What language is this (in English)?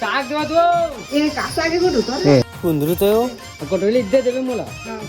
Chhattisgarhi